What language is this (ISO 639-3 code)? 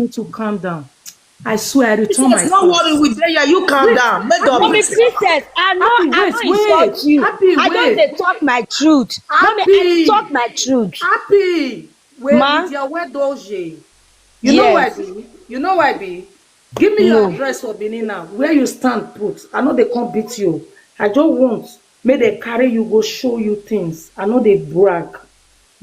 pcm